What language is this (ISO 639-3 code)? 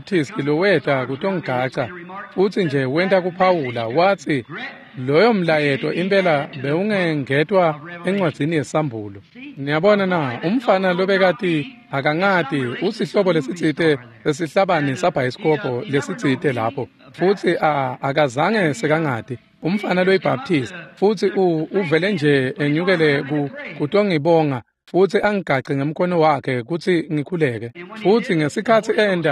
ssw